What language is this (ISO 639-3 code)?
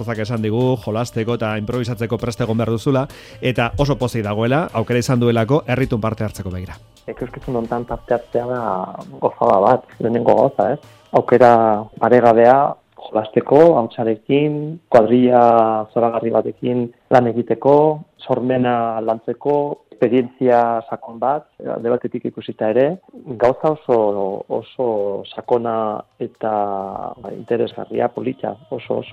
eus